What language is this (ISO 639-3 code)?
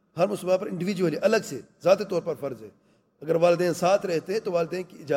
urd